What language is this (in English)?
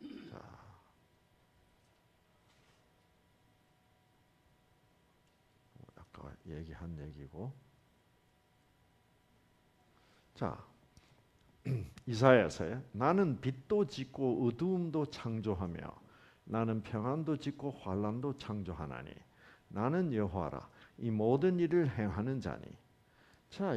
Korean